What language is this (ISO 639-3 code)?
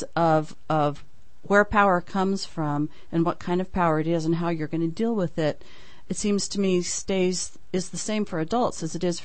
eng